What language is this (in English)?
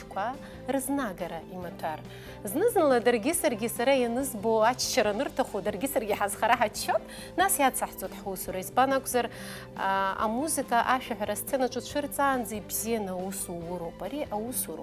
Abkhazian